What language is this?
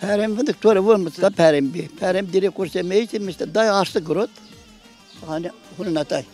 Zaza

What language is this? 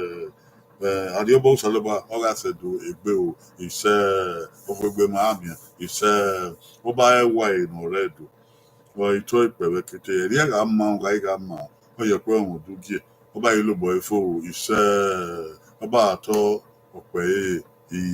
Bini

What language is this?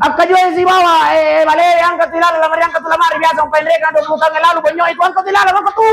Buginese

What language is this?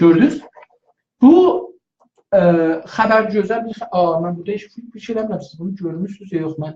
South Azerbaijani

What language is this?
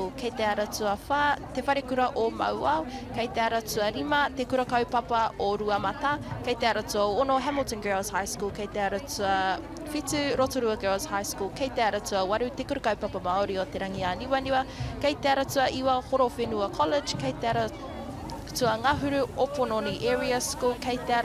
Māori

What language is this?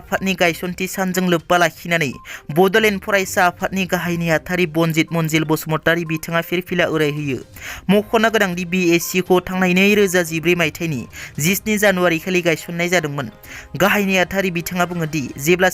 Bodo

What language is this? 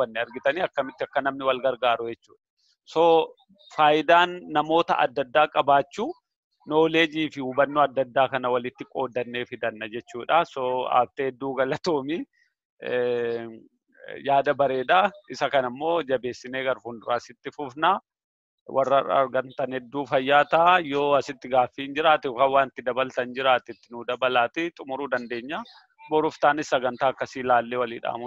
Oromo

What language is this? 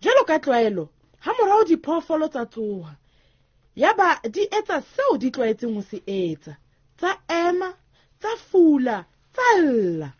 Southern Sotho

